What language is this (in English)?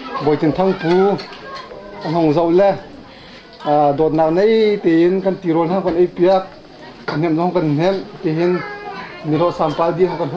Hakha Chin